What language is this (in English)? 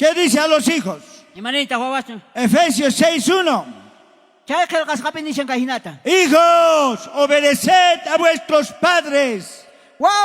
South Bolivian Quechua